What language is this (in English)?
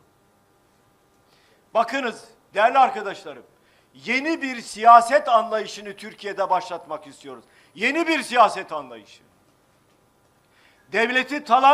Turkish